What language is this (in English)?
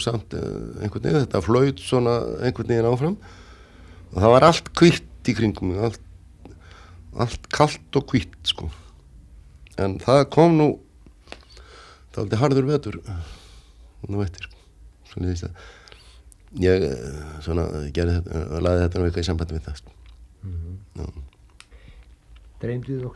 Icelandic